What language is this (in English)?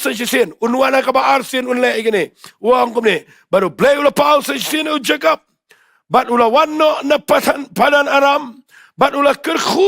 Khasi